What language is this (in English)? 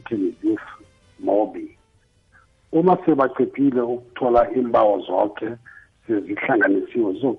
South Ndebele